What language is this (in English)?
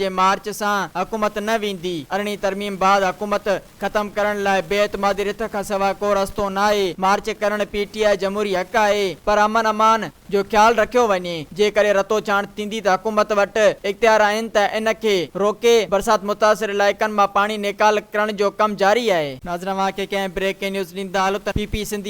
Sindhi